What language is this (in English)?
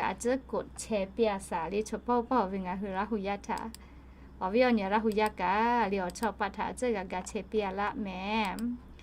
Lahu